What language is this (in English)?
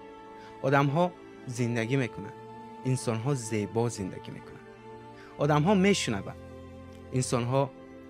Tajik